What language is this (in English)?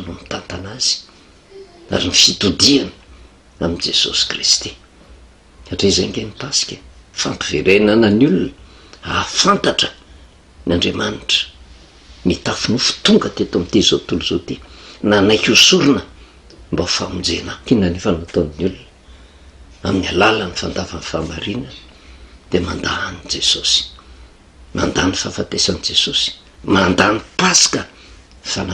Malagasy